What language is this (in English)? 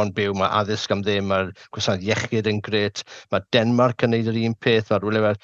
Welsh